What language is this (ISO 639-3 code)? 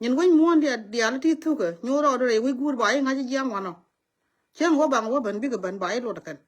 nus